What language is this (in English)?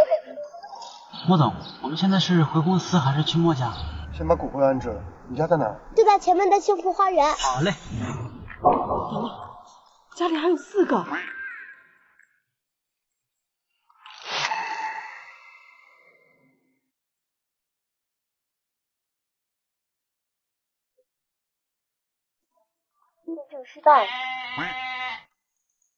Chinese